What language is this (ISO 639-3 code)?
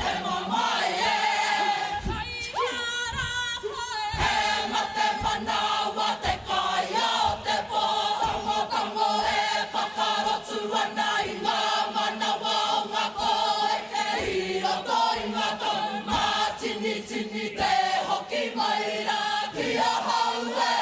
mri